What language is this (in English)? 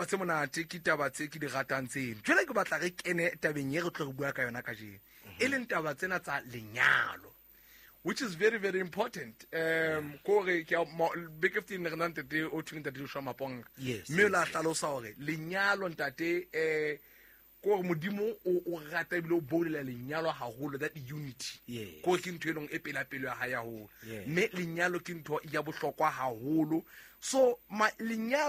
Southern Sotho